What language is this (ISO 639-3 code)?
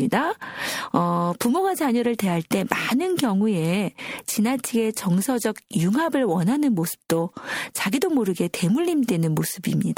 kor